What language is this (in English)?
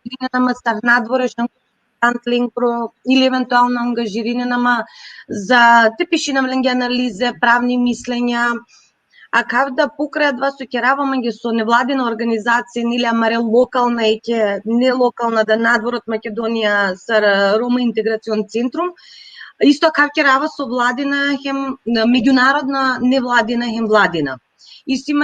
Balkan Romani